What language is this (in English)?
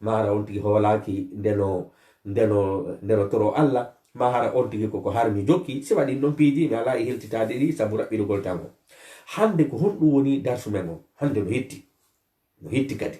Fula